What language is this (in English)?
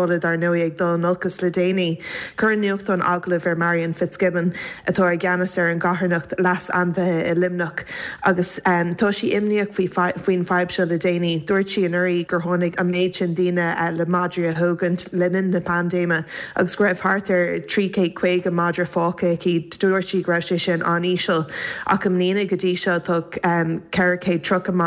Irish